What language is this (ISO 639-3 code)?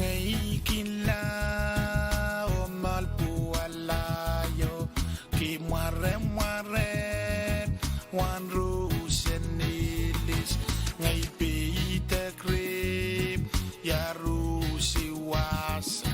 pon